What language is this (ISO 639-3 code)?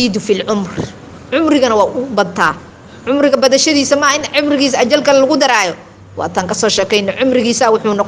som